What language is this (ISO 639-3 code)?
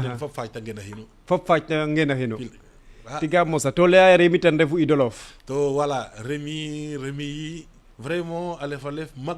srr